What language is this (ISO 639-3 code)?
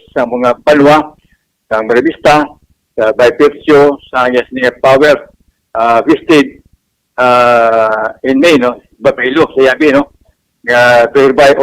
hil